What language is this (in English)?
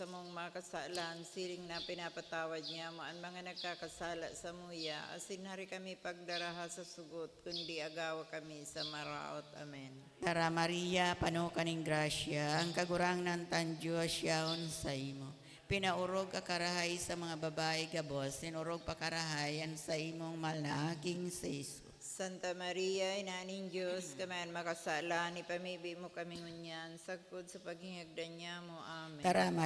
Bikol